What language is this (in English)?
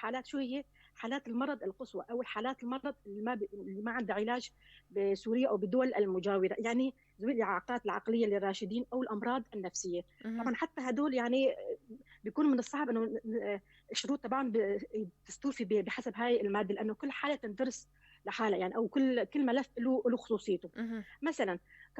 North Levantine Arabic